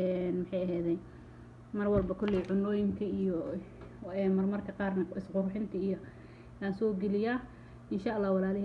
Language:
Somali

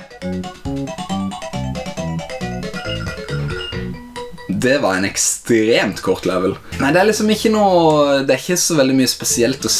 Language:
Norwegian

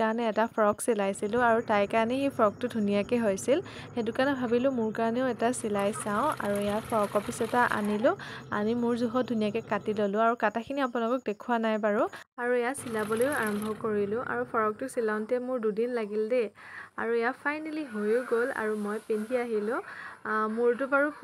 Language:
Assamese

